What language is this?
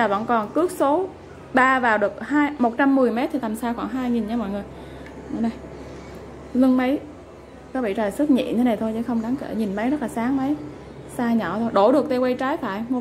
Vietnamese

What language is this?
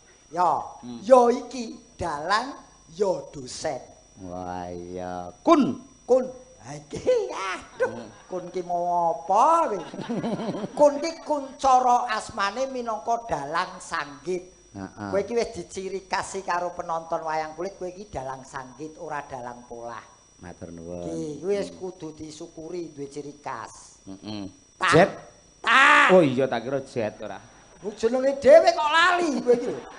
Javanese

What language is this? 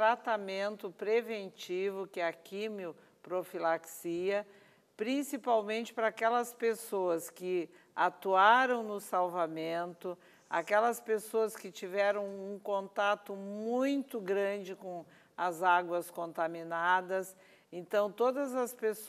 Portuguese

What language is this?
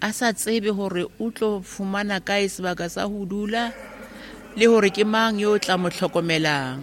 Southern Sotho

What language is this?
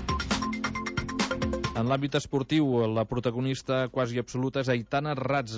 Catalan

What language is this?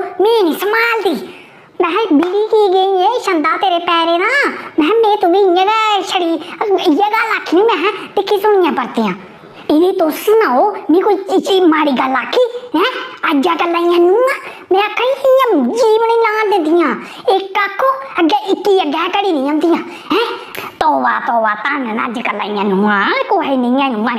Dogri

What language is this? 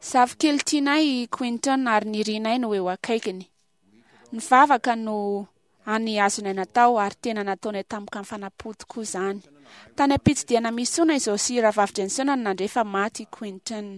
Malagasy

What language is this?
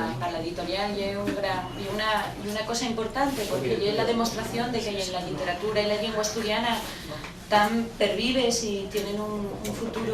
Asturian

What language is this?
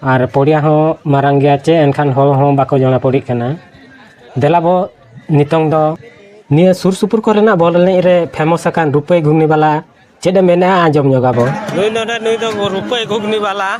Santali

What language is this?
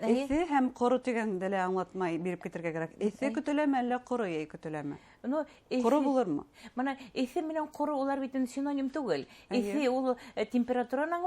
Bashkir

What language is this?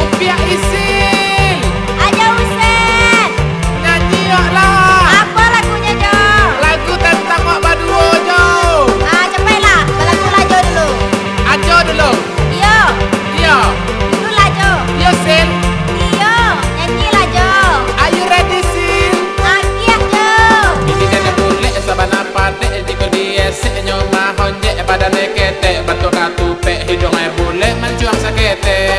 Minangkabau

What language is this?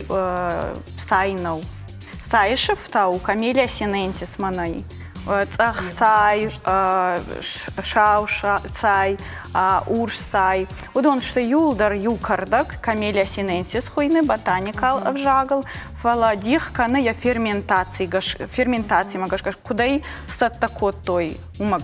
Ossetic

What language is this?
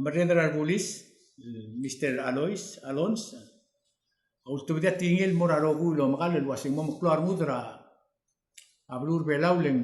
Palauan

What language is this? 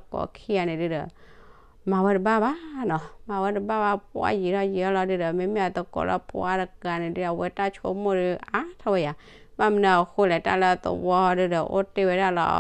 S'gaw Karen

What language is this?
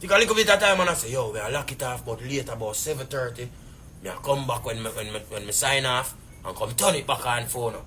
Jamaican Creole English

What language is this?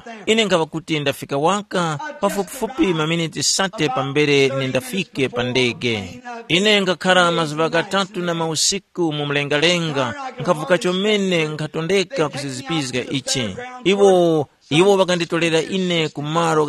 Tumbuka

